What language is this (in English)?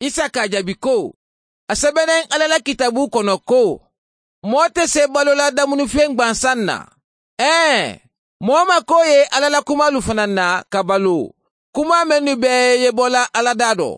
Mandingo